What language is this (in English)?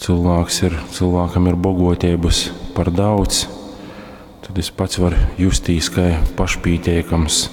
Latgalian